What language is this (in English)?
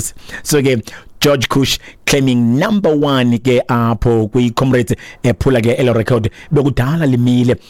Xhosa